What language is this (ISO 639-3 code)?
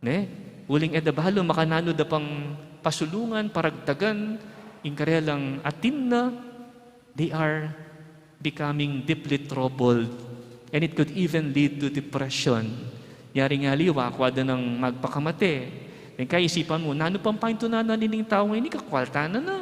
pam